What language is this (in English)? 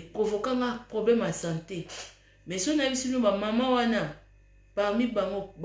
Lingala